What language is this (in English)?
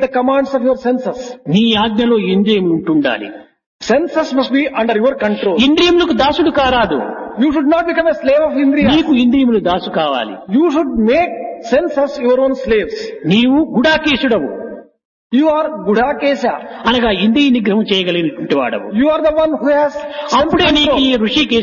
Telugu